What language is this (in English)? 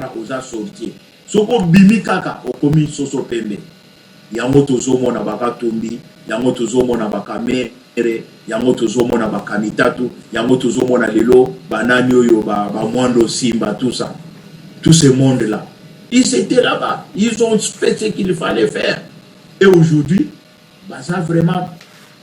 Lingala